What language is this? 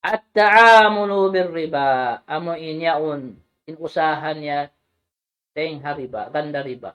Tausug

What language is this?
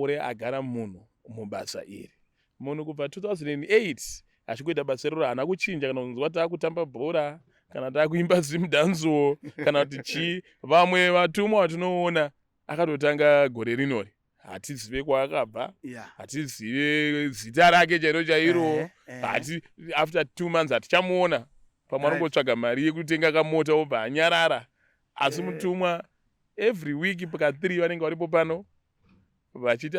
Shona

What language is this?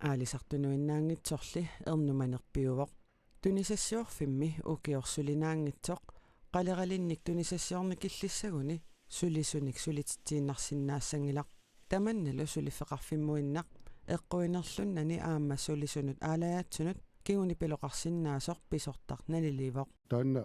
Kalaallisut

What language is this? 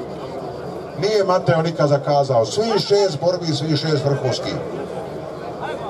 Croatian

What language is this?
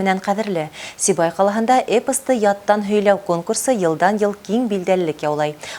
Bashkir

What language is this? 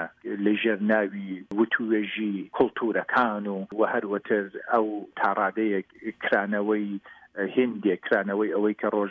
Central Kurdish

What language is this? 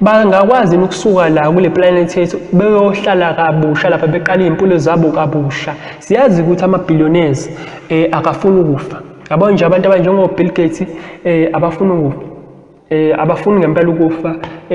Zulu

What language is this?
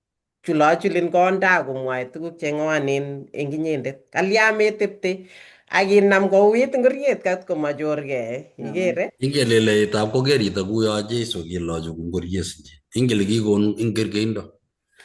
Kalenjin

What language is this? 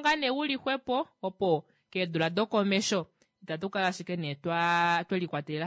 Kuanyama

